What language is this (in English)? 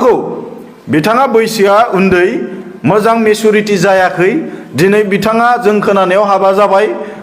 Bodo